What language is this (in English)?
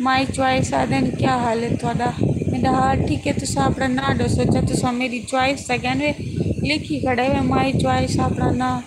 Saraiki